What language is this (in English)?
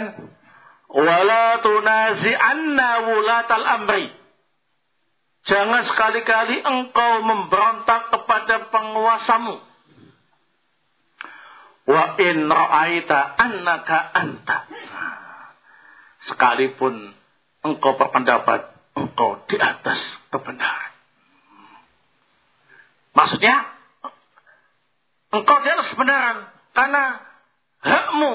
Indonesian